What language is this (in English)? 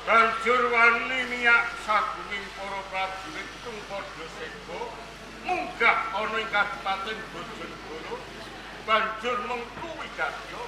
Javanese